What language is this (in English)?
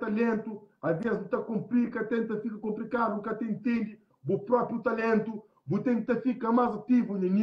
Kabuverdianu